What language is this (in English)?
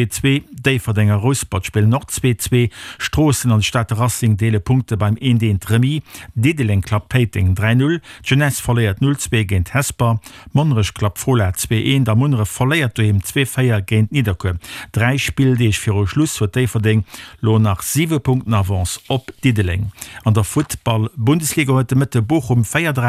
Luxembourgish